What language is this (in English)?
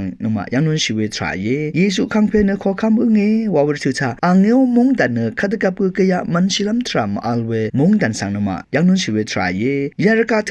Rawang